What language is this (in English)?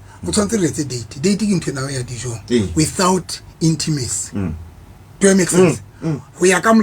Southern Sotho